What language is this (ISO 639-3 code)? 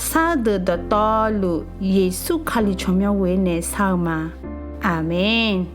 ahk